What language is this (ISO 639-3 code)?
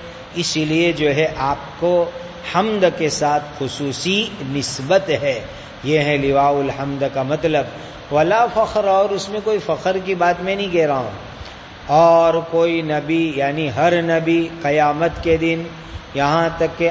urd